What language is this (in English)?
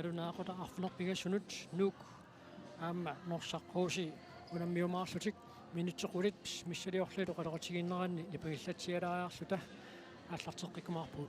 Kalaallisut